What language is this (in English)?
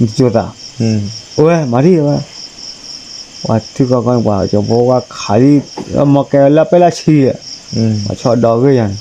S'gaw Karen